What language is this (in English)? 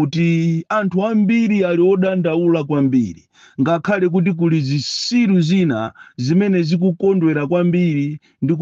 Nyanja